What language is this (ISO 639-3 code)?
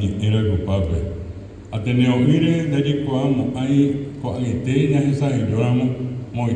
grn